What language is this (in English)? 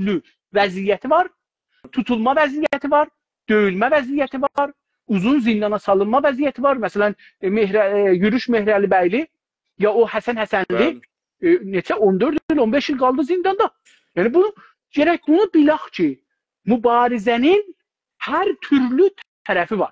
South Azerbaijani